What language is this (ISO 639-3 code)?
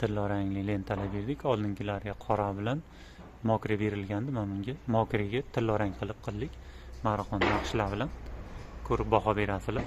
uzb